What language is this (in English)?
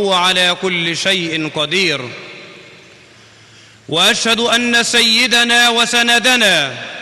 Arabic